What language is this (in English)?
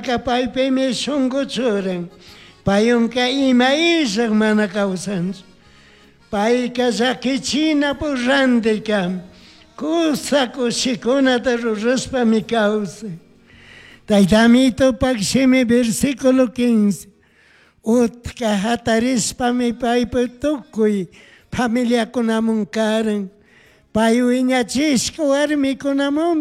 Chimborazo Highland Quichua